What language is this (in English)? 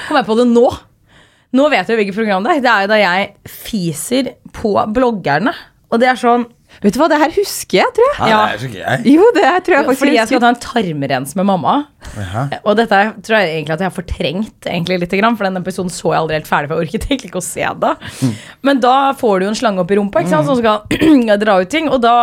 Norwegian